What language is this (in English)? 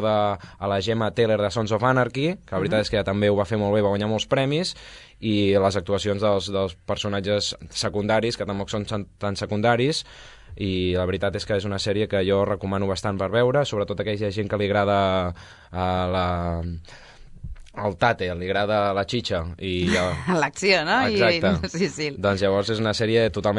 Catalan